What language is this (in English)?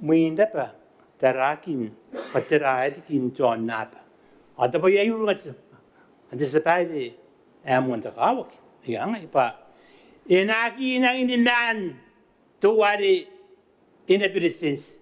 Gilbertese